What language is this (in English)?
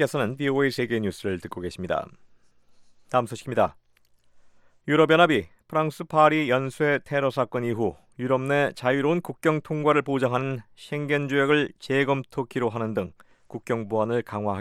Korean